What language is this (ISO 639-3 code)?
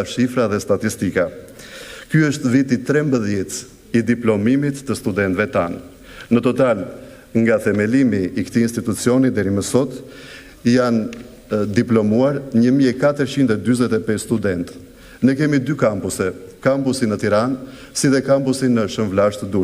sqi